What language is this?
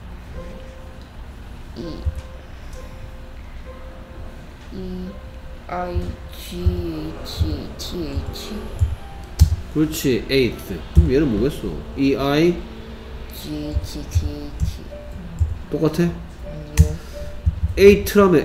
Korean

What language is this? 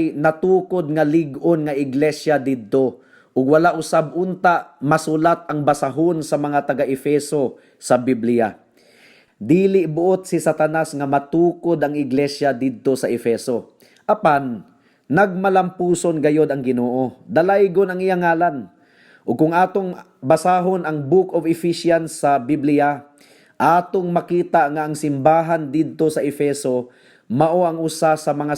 Cebuano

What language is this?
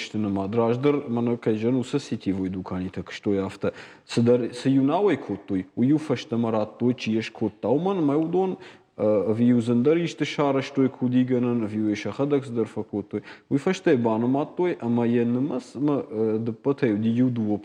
Ossetic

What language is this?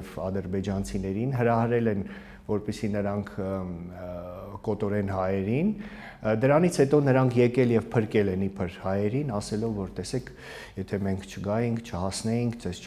Armenian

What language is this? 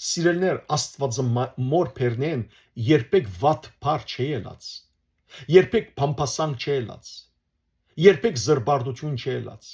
Western Armenian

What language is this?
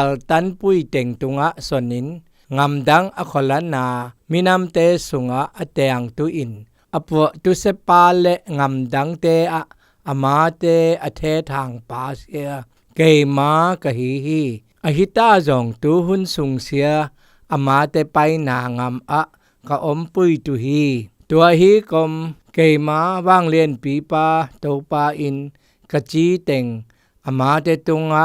Zou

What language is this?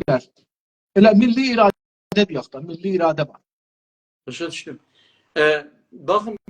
South Azerbaijani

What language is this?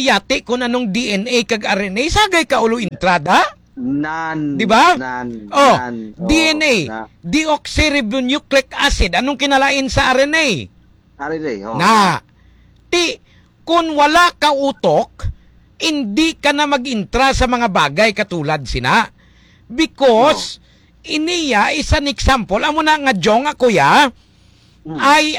Hiligaynon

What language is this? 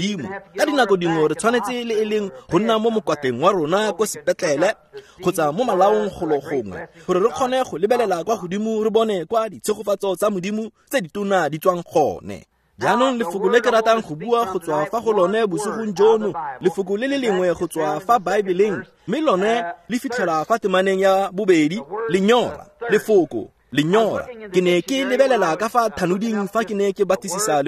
Tswana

